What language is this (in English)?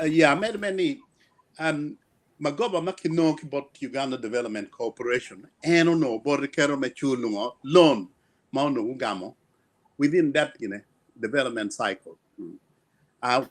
Acoli